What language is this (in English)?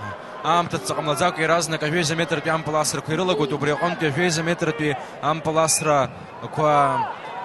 Abkhazian